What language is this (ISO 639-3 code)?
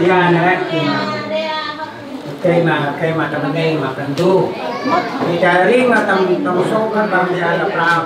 cmo